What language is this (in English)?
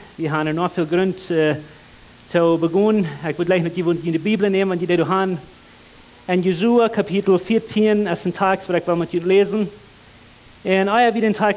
Plautdietsch